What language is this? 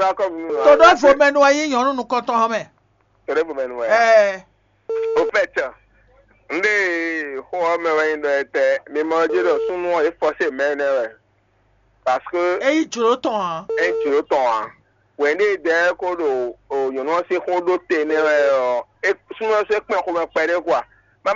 Fon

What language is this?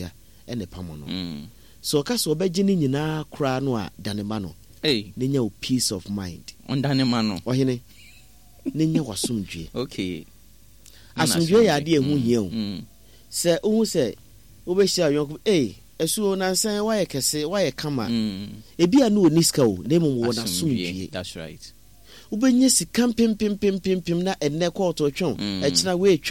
Akan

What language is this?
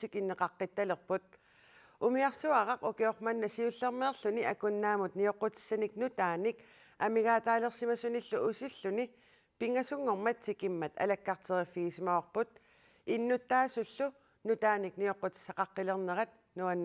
Kalaallisut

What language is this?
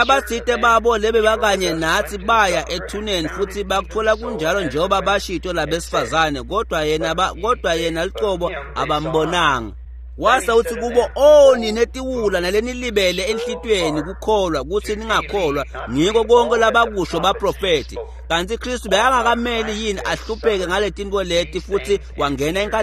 Swati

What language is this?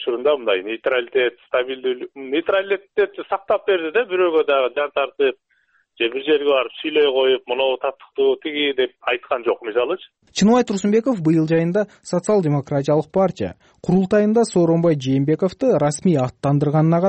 Kyrgyz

